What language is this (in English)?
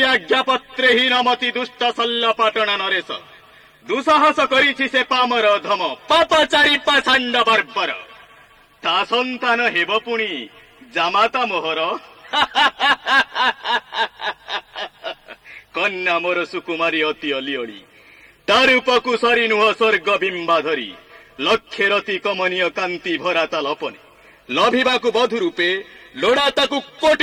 Odia